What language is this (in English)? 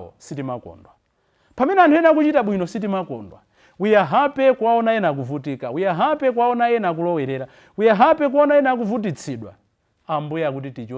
Nyanja